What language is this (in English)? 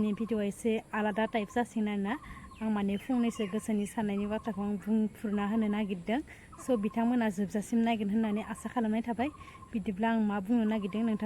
Bodo